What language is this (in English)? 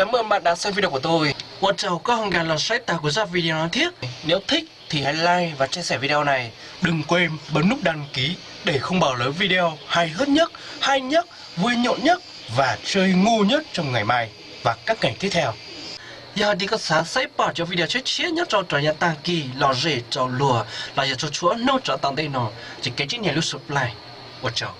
Hmong